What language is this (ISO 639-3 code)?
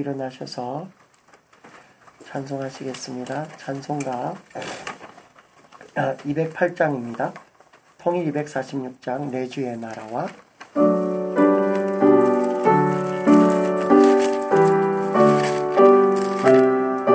kor